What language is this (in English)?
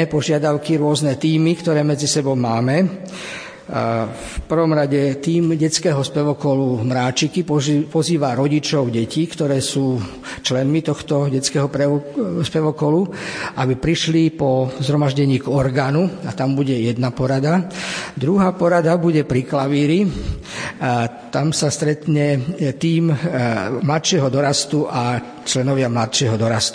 Slovak